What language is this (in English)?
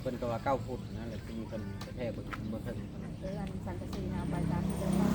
Lao